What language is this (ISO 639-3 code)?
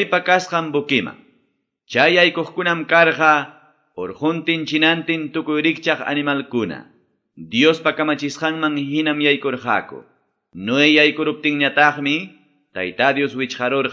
que